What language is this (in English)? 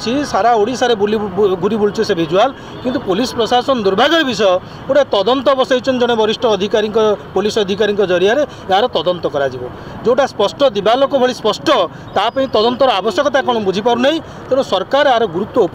Odia